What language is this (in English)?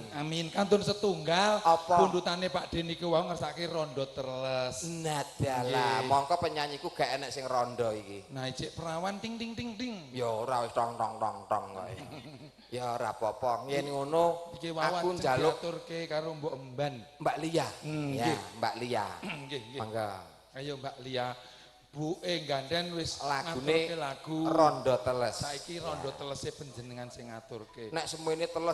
Javanese